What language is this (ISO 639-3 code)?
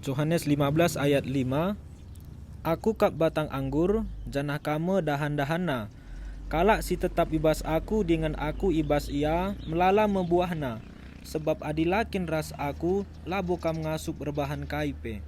btx